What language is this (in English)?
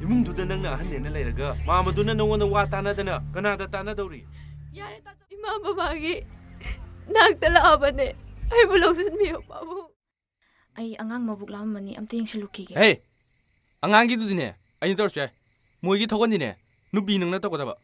Manipuri